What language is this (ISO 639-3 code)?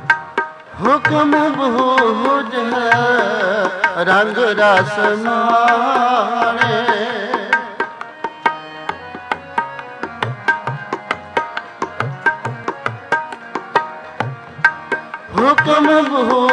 pan